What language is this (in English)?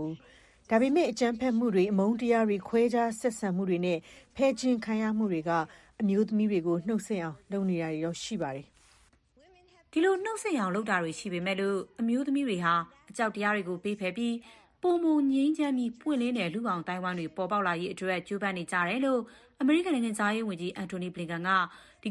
Burmese